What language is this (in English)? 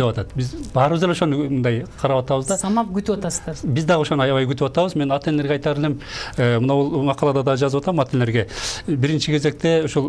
Kyrgyz